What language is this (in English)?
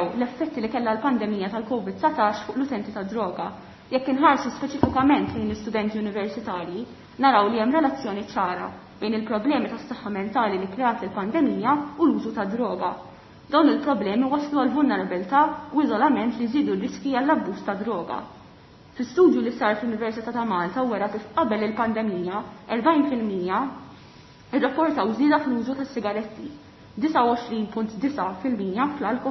Maltese